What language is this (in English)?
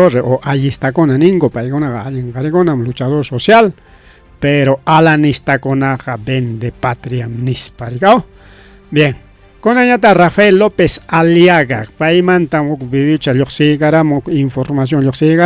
Ayacucho Quechua